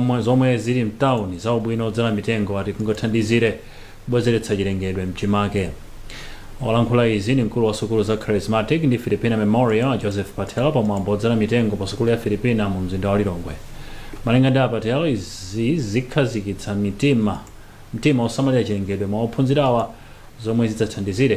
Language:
Nyanja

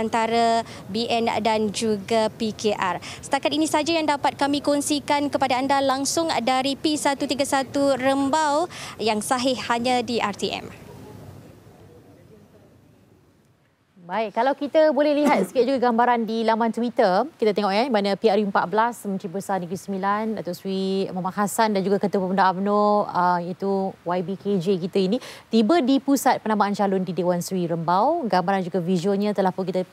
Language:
Malay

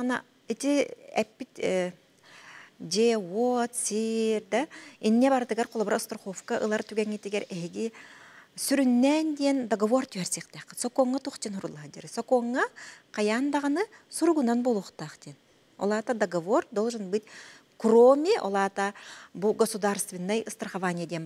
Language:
Yakut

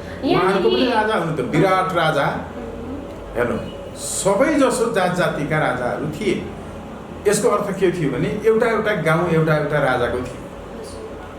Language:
Nepali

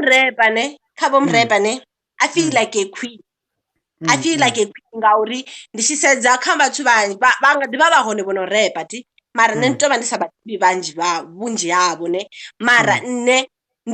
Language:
Venda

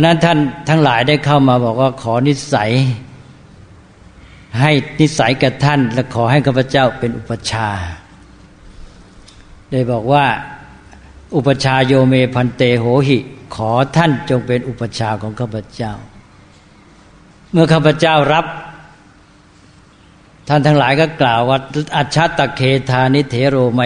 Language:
Thai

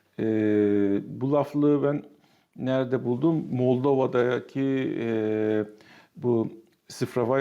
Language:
Gagauz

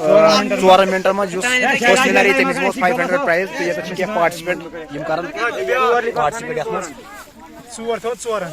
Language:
Kashmiri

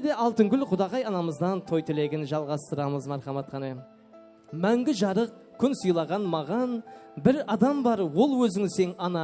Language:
Kara-Kalpak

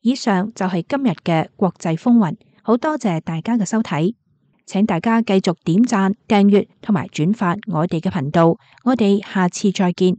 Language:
Cantonese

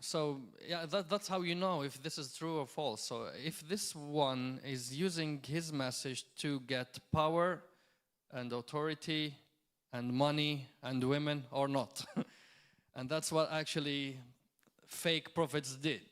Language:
English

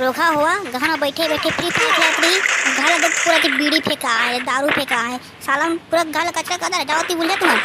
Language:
Chhattisgarhi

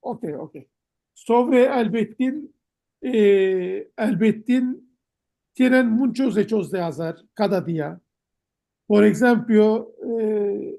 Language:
Ladino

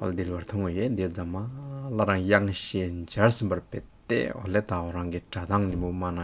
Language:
Hyolmo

